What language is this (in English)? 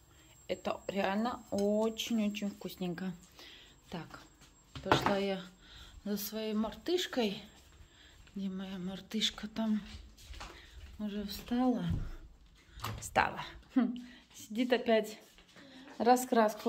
Russian